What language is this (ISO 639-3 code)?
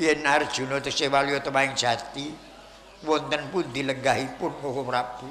jav